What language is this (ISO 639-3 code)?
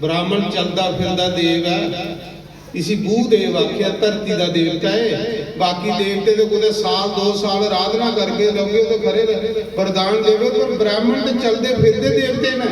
doi